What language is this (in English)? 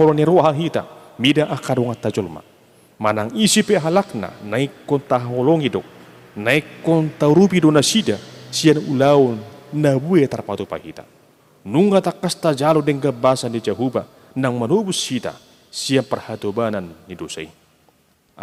Batak Toba